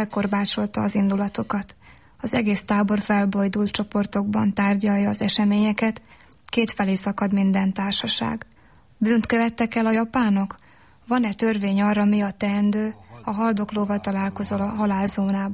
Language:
Hungarian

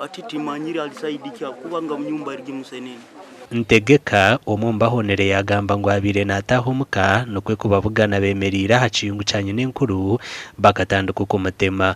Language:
Nyankole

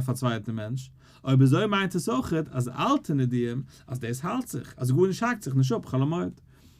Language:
Yiddish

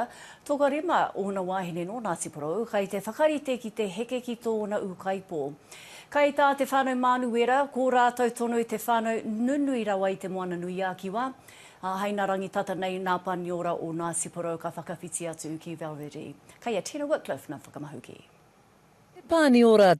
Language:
Māori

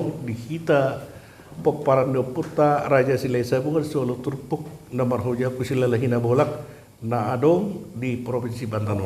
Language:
Batak Toba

